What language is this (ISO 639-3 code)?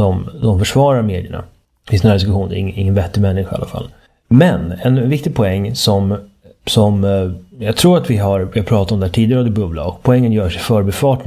swe